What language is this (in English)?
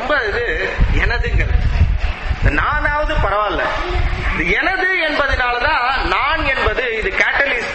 Tamil